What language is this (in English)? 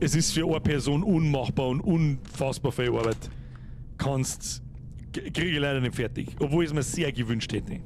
Bavarian